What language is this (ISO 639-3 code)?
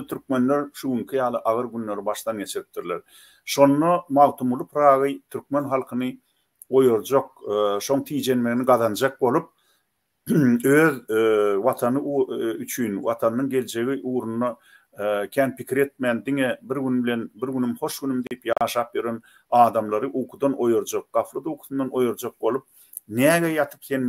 tuk